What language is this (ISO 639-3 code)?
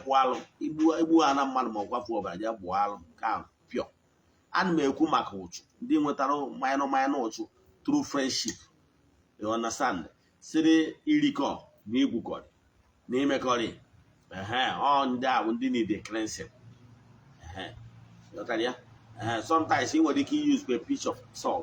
ibo